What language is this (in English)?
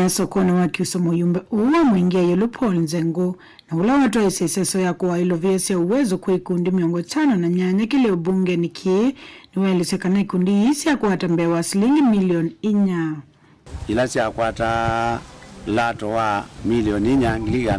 Kamba